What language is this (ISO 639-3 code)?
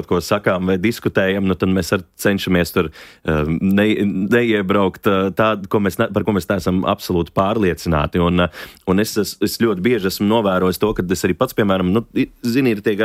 lav